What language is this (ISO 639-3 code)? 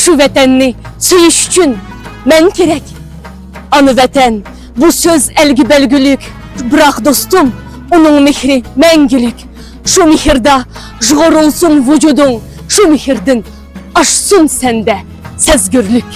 uig